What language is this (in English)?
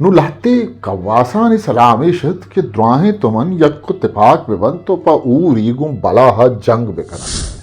Eastern Balochi